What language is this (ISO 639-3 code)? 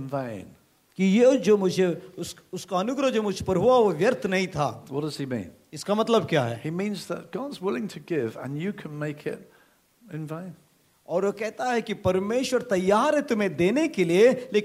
hin